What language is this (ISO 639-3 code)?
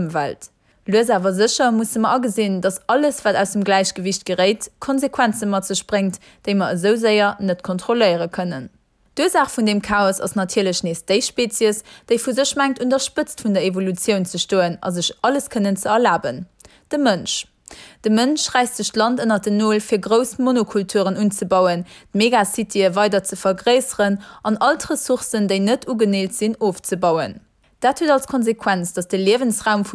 ltz